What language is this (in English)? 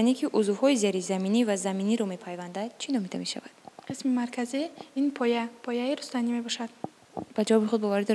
Tajik